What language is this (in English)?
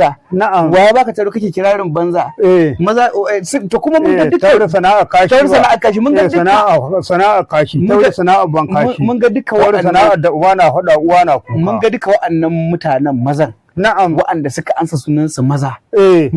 Hausa